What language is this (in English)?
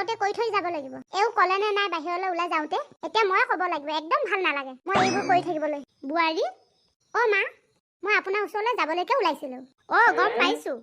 Assamese